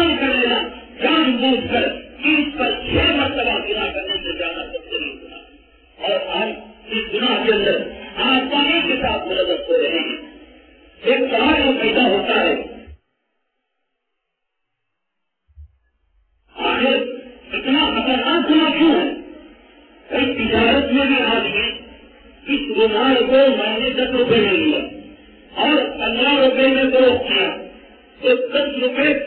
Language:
Urdu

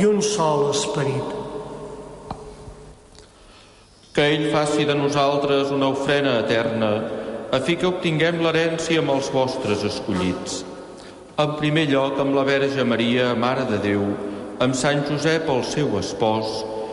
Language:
Catalan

